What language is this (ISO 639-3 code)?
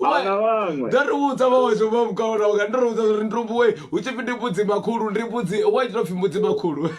ven